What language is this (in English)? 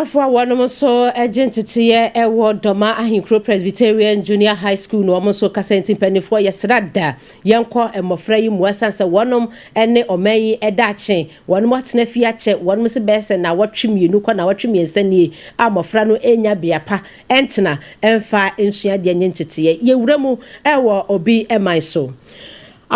Akan